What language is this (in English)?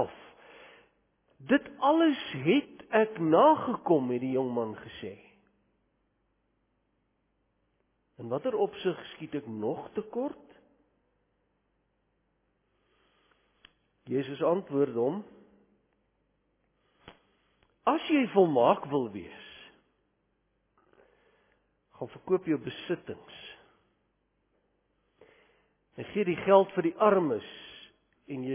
Afrikaans